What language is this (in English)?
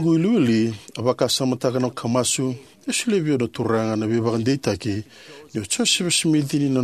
Fijian